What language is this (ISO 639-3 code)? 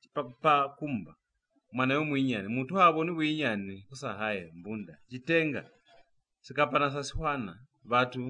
loz